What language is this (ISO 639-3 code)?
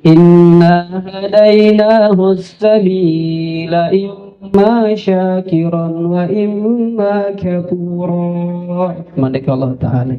sas